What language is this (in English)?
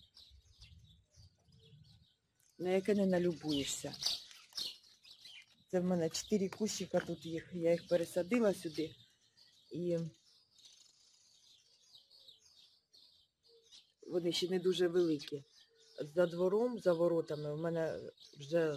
Ukrainian